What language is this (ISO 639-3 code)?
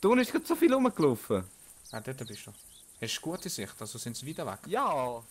gsw